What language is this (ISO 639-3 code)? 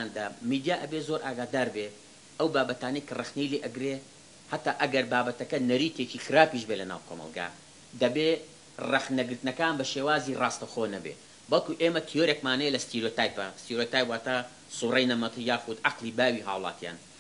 ckb